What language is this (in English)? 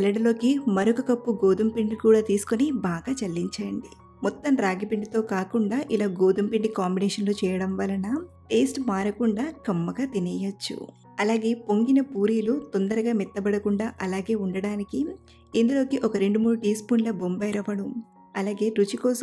Telugu